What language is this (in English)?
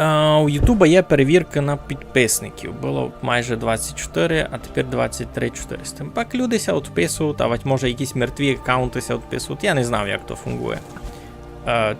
Rusyn